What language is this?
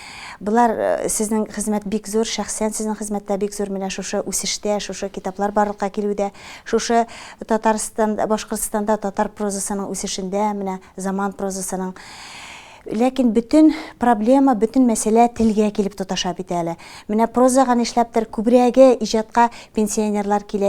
Tatar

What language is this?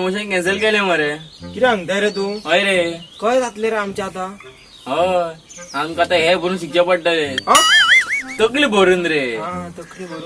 Konkani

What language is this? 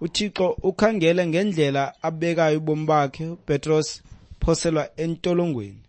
Xhosa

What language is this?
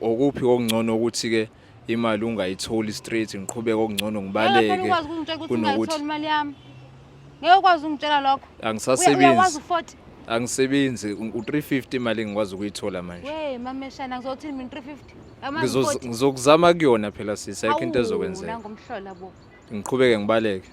Zulu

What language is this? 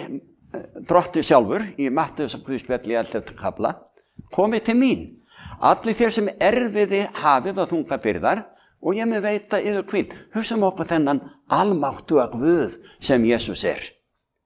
Icelandic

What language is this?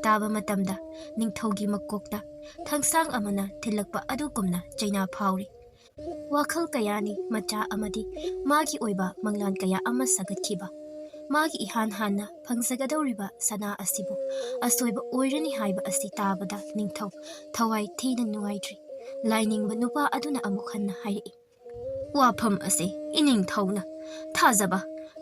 Manipuri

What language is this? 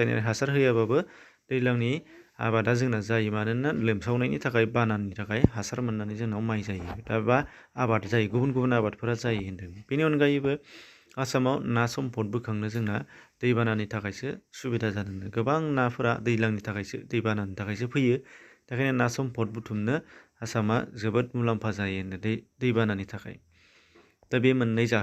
Bodo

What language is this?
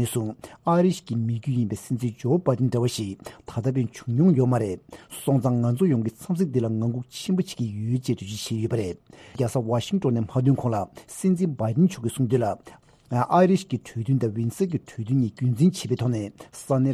Tibetan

